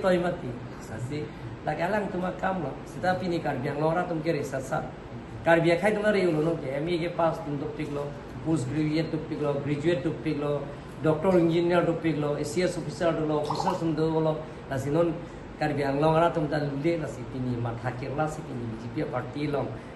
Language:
Karbi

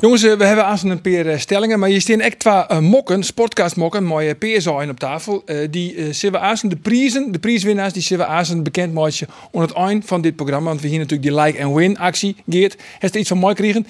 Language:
Western Frisian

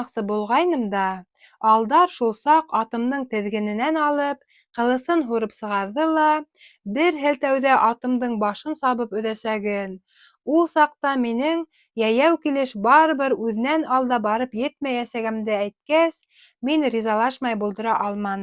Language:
Bashkir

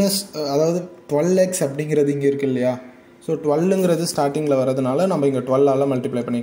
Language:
Tamil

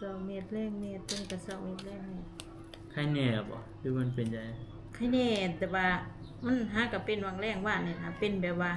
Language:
Northeastern Thai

